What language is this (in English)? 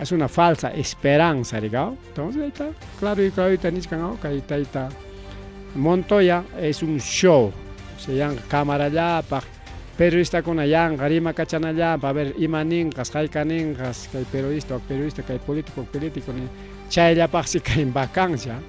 Ayacucho Quechua